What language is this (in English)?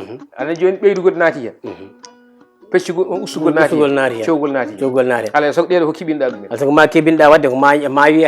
Fula